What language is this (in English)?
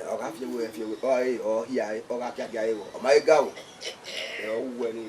Bini